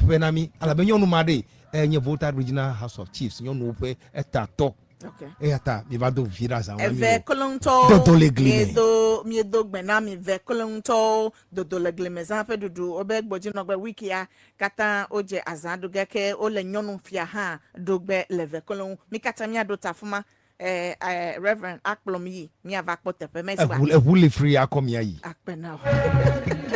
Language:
Ewe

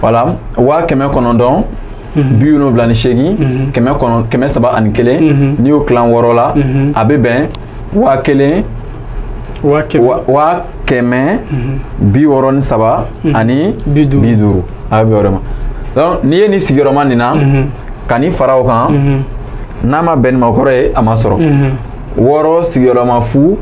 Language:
Bambara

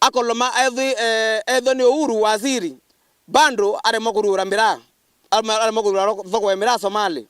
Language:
Meru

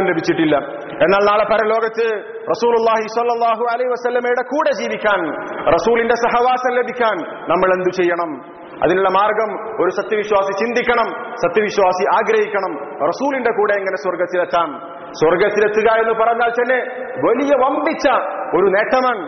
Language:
Malayalam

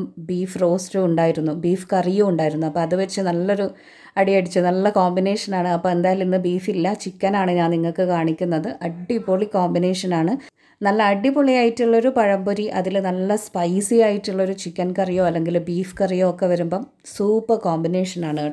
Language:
Malayalam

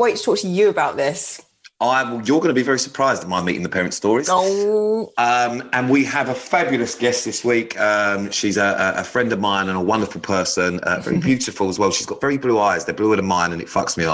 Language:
English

